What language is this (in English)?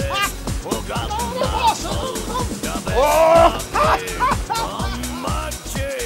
Faroese